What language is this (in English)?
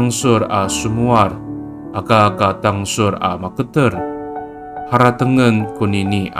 Amis